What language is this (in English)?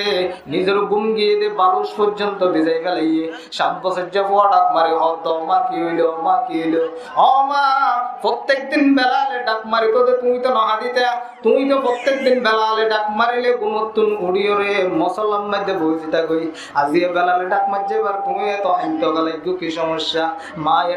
Rohingya